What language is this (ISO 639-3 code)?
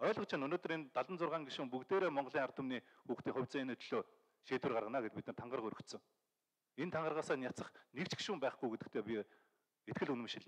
mon